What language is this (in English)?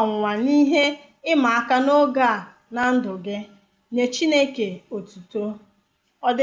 Igbo